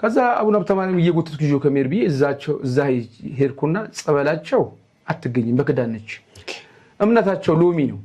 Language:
Amharic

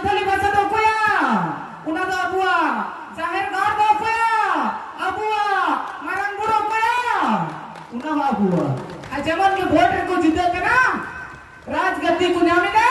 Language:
Santali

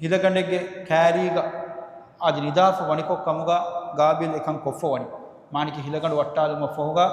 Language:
Divehi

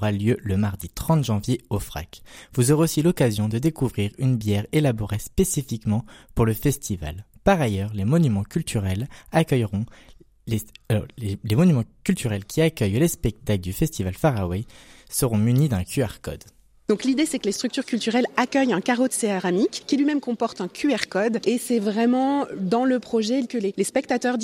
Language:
French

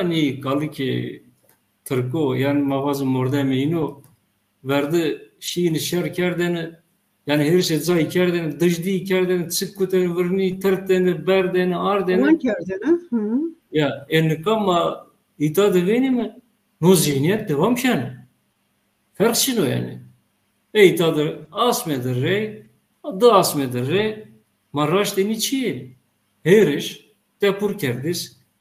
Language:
Zaza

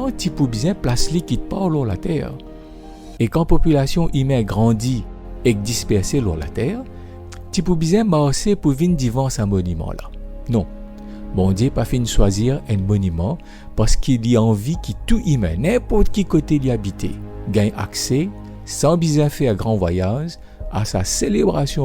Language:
Morisyen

